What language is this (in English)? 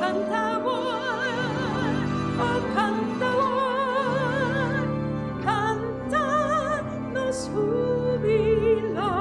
Papiamento